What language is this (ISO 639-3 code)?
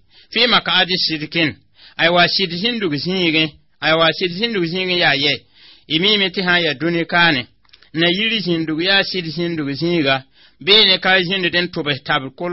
mos